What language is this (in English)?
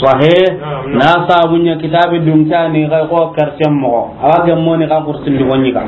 Soninke